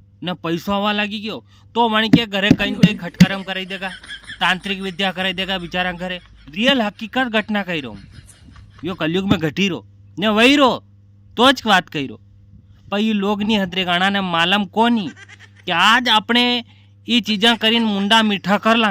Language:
Rajasthani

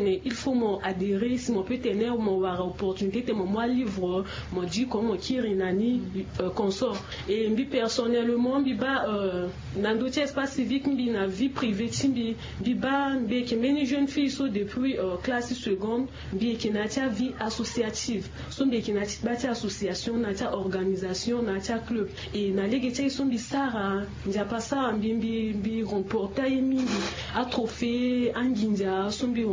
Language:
Sango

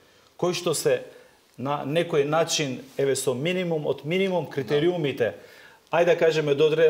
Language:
Macedonian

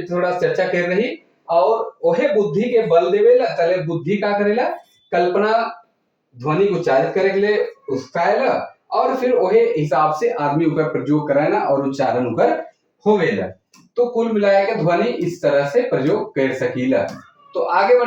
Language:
Sadri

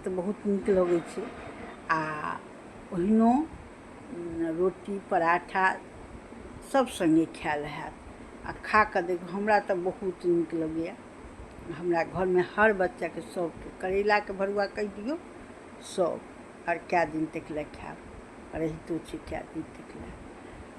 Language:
Maithili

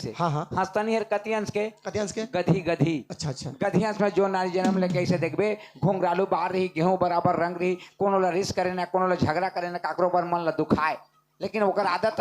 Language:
Chhattisgarhi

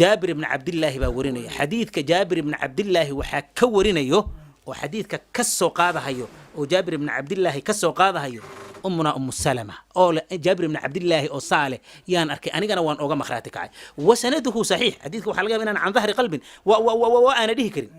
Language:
Somali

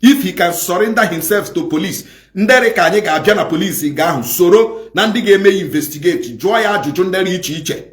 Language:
Igbo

